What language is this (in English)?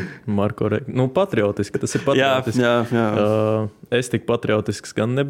Latvian